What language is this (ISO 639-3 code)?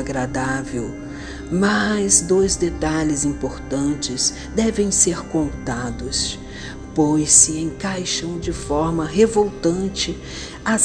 por